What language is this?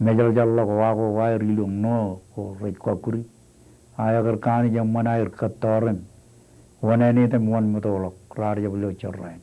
Marshallese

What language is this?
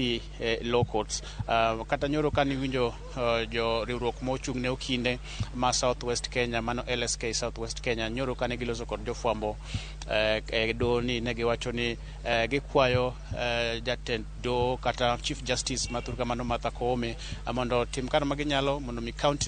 Luo (Kenya and Tanzania)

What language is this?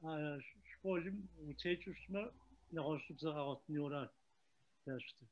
Kabardian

